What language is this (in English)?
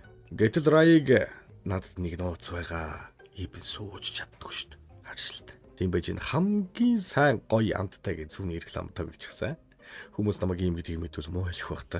Mongolian